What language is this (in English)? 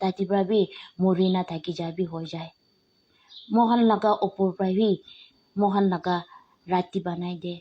Naga Pidgin